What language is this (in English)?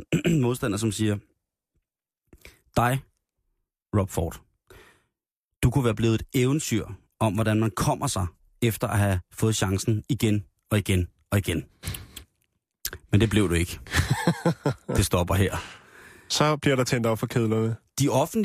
Danish